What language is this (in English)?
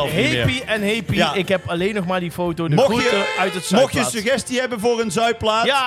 Dutch